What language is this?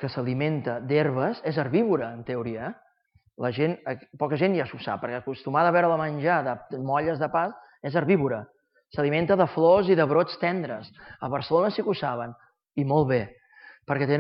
Catalan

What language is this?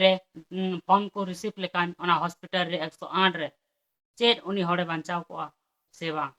Santali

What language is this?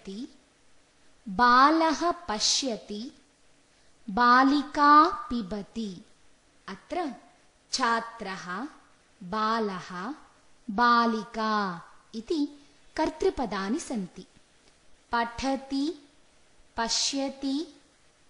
Sanskrit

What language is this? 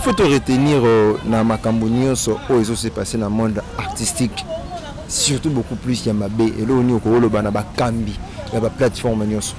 Lingala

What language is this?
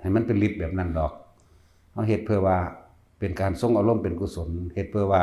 Northeastern Thai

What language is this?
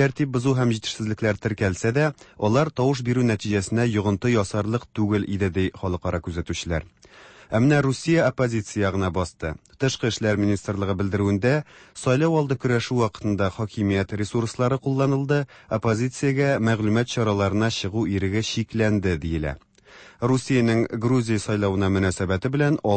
Tatar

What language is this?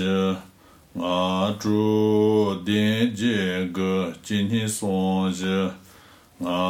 Chinese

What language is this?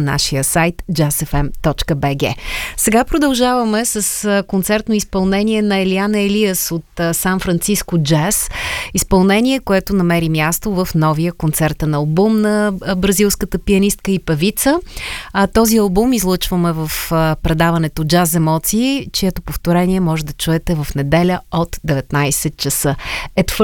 Bulgarian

